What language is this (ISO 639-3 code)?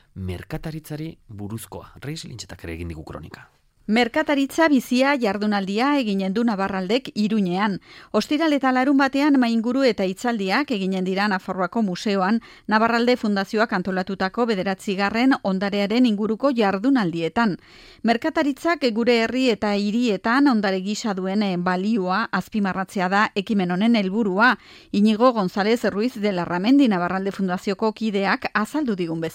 eus